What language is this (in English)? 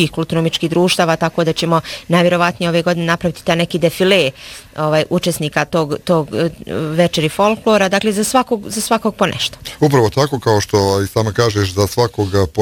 Bosnian